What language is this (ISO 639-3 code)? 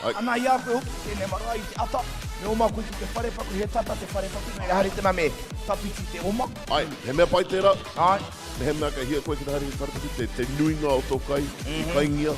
mri